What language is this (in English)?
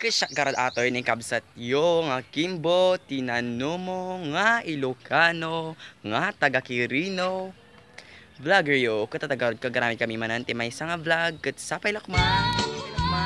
Iloko